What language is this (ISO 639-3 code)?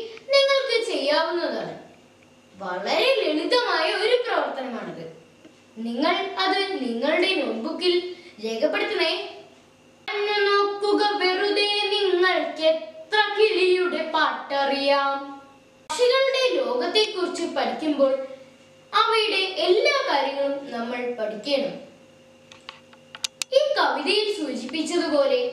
mal